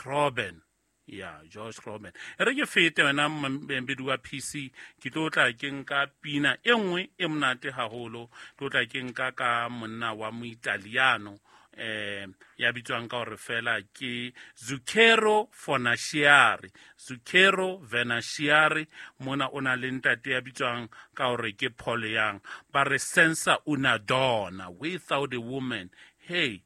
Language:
Southern Sotho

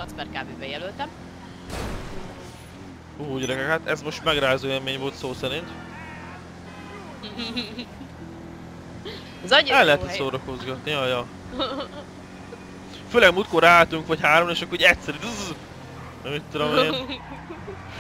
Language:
Hungarian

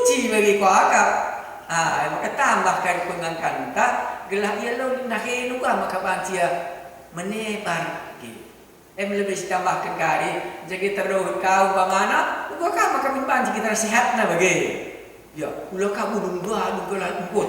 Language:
Batak Karo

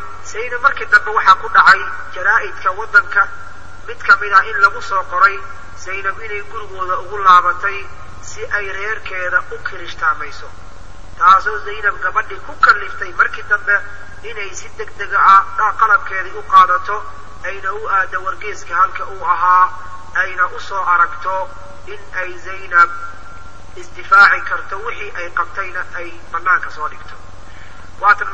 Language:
Somali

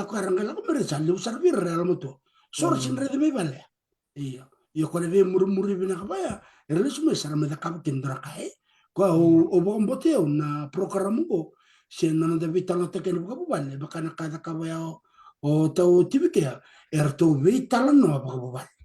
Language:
Fijian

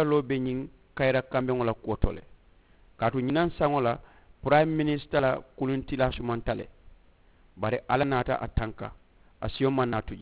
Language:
Mandingo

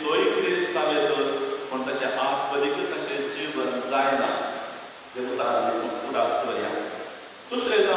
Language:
Konkani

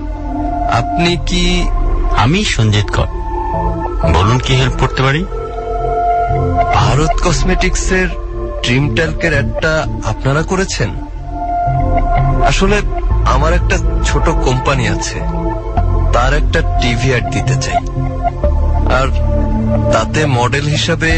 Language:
Bangla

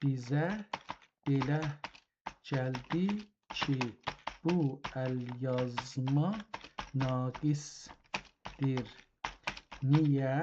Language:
South Azerbaijani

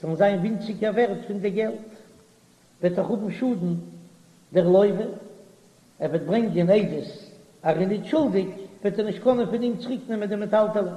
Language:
Yiddish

